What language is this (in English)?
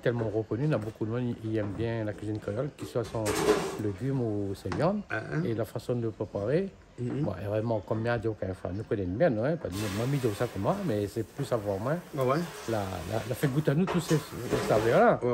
Réunion Creole French